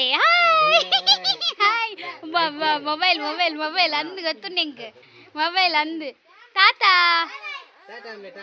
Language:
Tulu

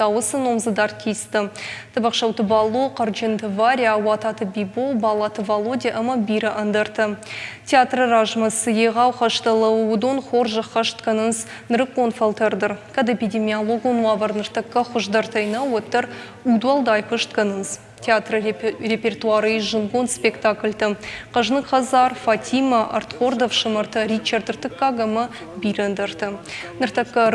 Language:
Ossetic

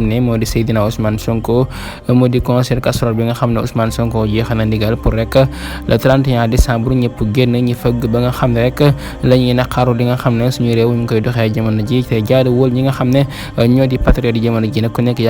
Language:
Wolof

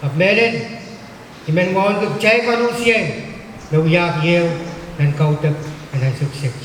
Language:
Pohnpeian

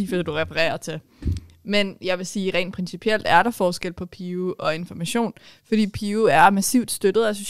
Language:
Danish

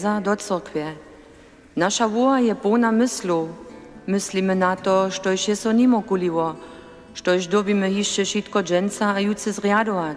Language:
Upper Sorbian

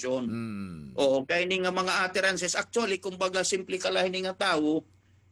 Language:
Waray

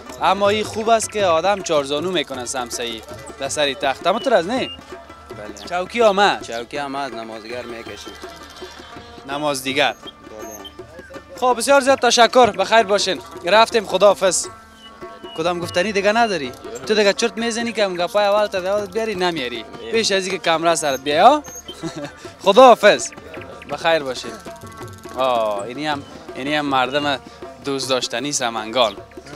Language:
Persian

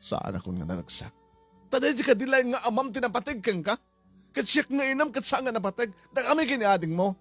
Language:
Iloko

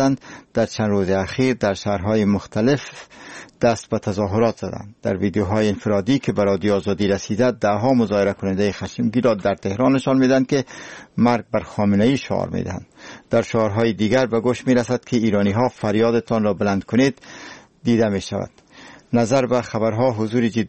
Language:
Persian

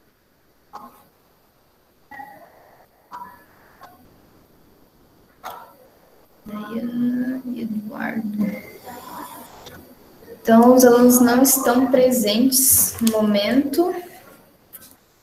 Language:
Portuguese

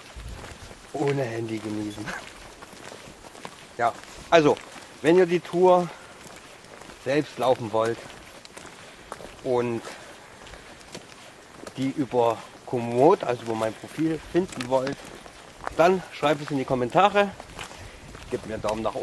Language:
German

